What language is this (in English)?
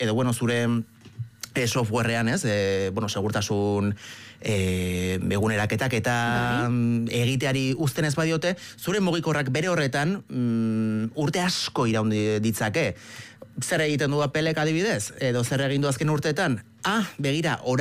Basque